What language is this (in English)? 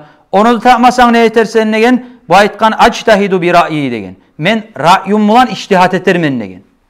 Kumyk